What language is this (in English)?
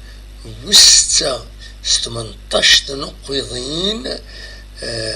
Kabyle